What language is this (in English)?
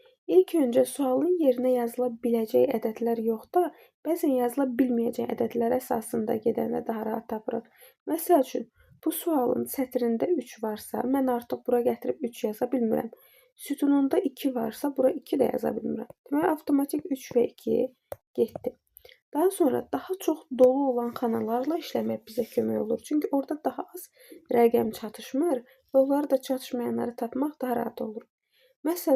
Azerbaijani